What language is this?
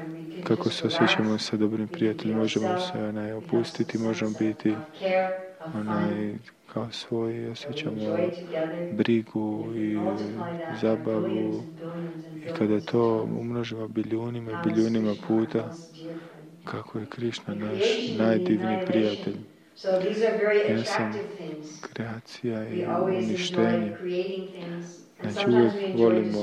Croatian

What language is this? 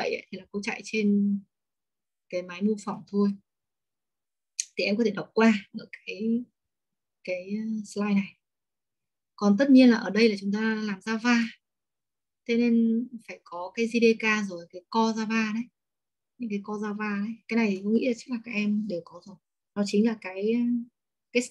Vietnamese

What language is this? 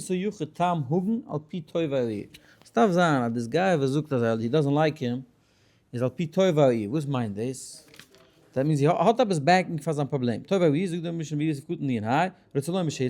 Yiddish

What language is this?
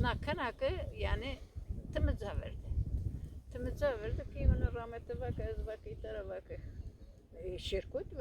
Zaza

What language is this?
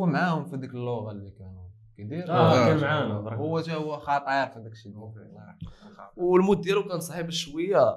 Moroccan Arabic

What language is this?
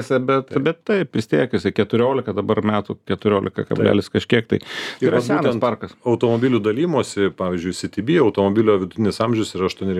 Lithuanian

